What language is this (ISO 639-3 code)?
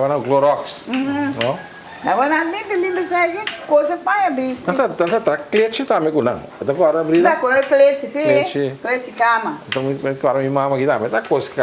pap